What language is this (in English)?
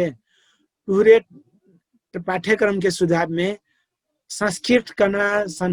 Dangaura Tharu